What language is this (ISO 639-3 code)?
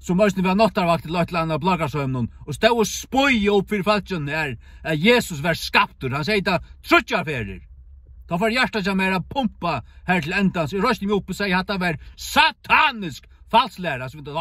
fao